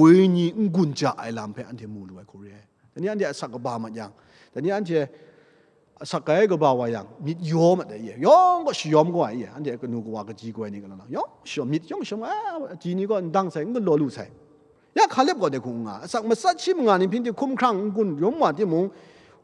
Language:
Kachin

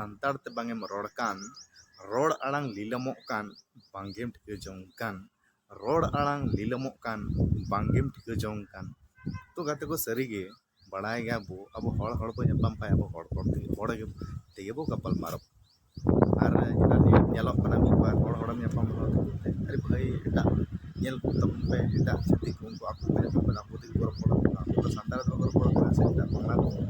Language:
Santali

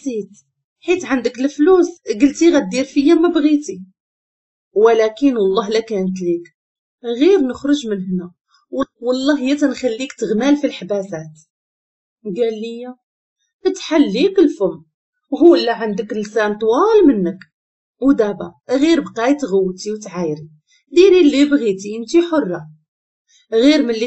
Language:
Moroccan Arabic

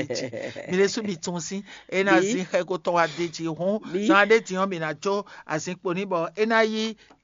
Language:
Fon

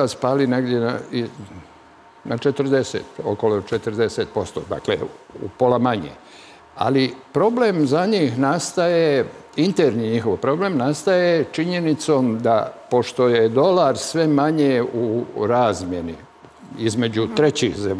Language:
Serbian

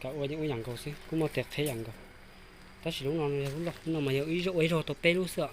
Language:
Hmong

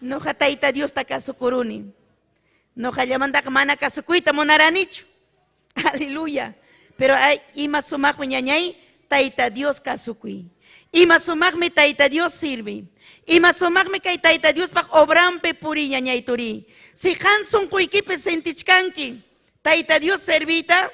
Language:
Ayacucho Quechua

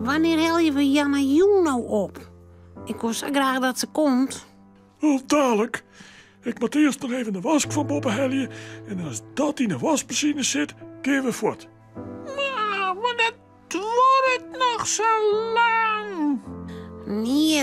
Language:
Western Frisian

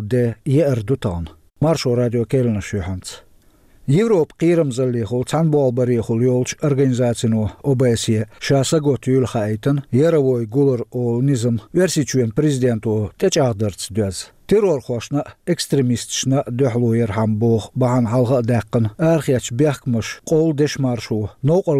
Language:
Chechen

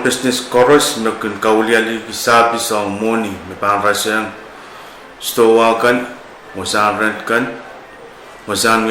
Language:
Pohnpeian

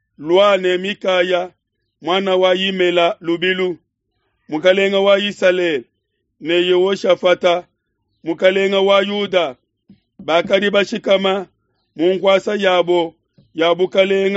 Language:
Luba-Lulua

